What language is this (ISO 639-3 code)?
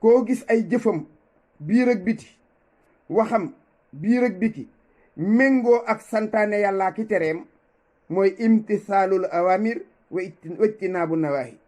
wol